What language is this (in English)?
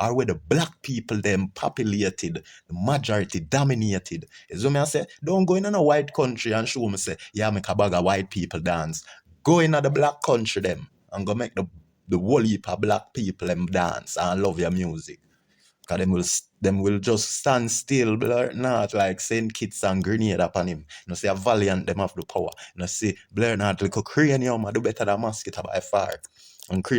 Jamaican Creole English